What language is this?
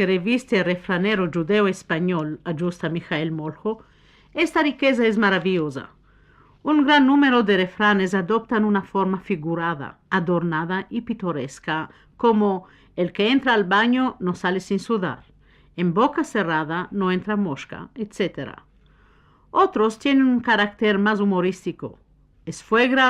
Ladino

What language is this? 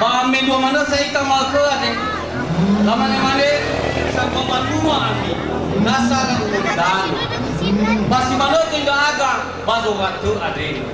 Nias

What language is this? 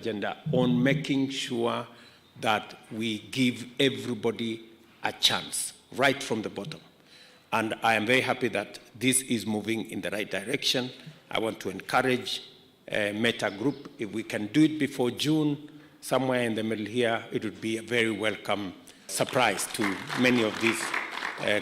Kamba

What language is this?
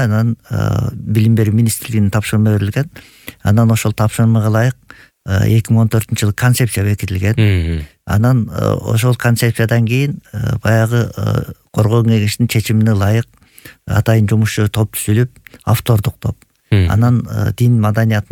Kyrgyz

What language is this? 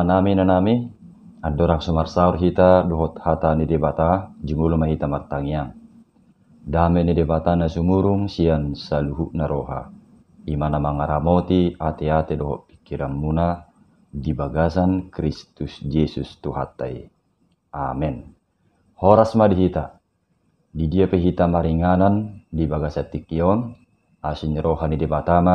Batak Toba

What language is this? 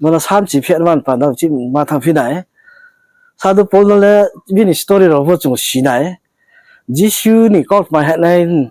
Riang (India)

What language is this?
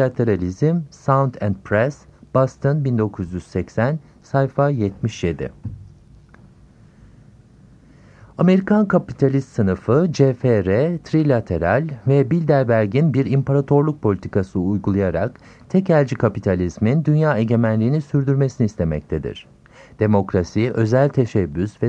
Turkish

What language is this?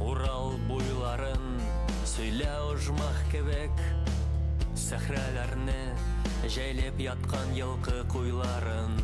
Bashkir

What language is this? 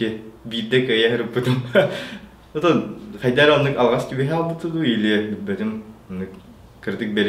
Yakut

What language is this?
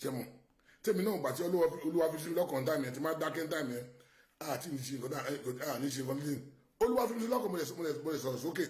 Yoruba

